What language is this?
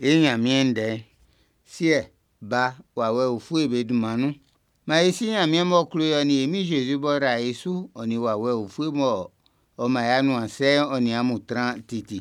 Baoulé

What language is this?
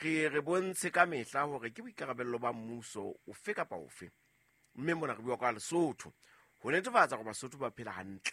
Southern Sotho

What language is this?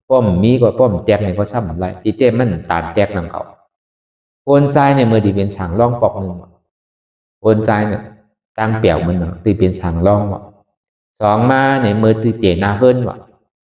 Shan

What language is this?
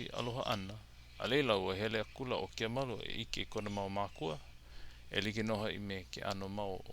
Hawaiian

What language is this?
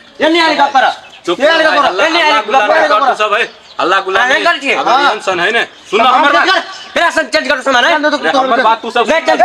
Maithili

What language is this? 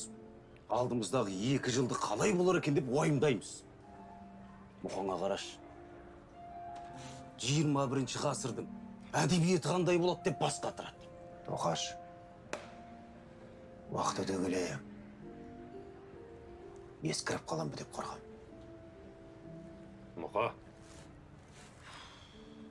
Kazakh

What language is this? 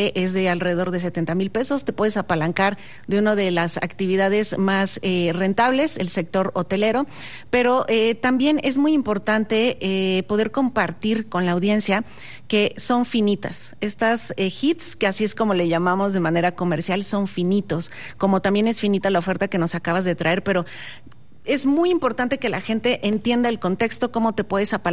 Spanish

